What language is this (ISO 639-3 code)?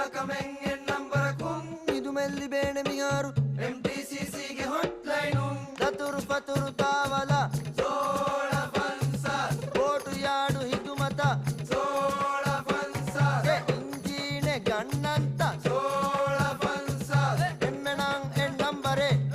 div